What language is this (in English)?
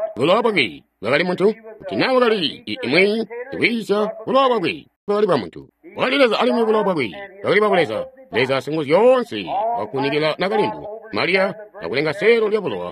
Tonga (Zambia)